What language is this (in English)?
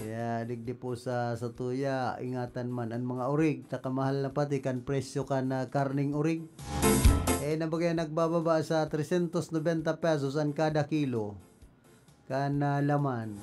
Bikol